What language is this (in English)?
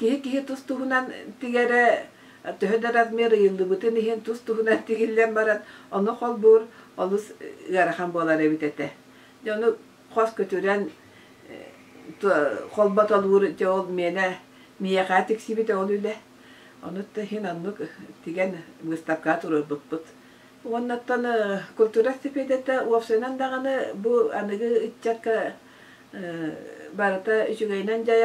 Yakut